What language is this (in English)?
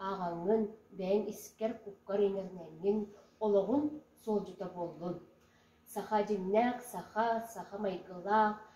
Yakut